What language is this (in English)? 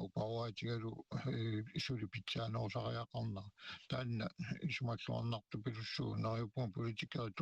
Kalaallisut